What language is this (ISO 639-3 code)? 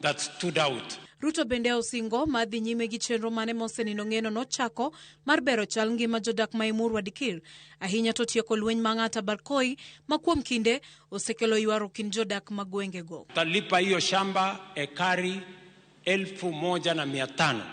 luo